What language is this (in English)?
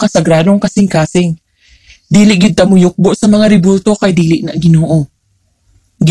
Cebuano